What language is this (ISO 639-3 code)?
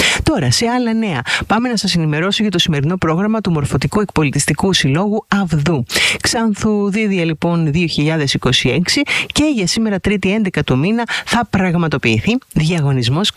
ell